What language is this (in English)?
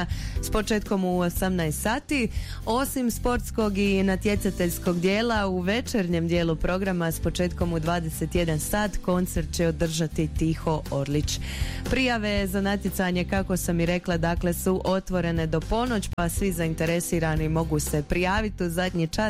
Croatian